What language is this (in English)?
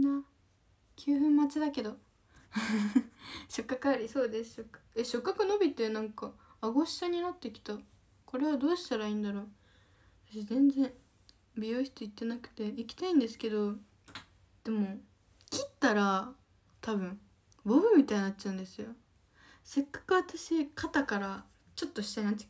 Japanese